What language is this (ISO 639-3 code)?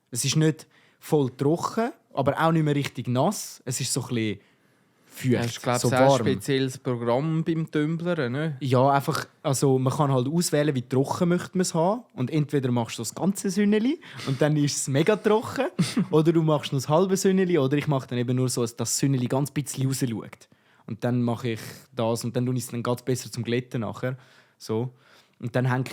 gsw